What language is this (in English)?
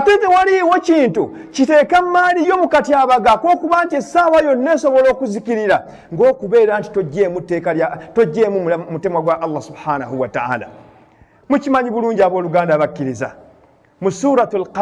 Ganda